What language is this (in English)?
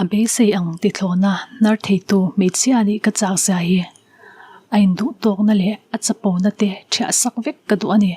Mizo